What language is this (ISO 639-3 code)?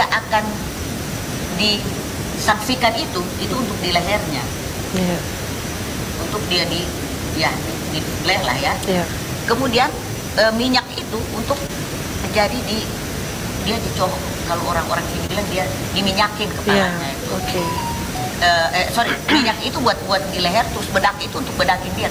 ind